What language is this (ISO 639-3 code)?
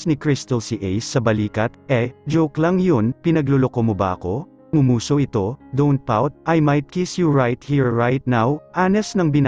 fil